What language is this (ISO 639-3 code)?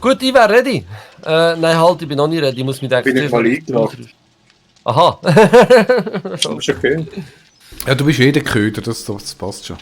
gsw